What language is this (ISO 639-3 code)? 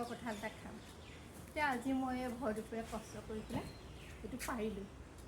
asm